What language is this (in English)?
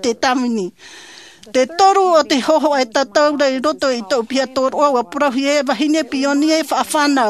Tahitian